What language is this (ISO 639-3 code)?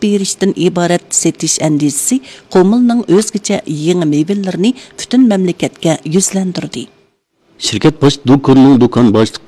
uig